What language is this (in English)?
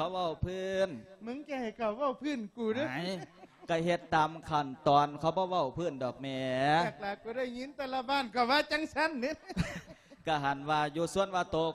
Lao